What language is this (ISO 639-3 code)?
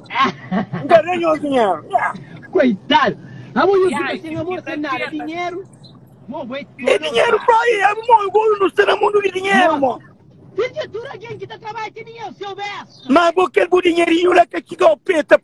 kea